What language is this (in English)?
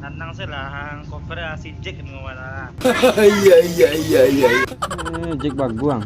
Minangkabau